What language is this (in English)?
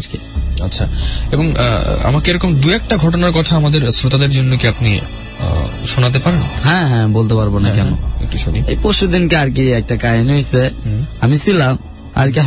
Bangla